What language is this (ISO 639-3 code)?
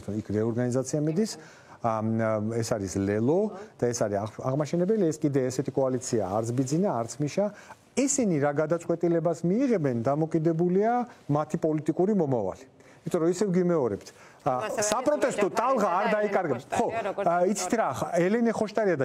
kat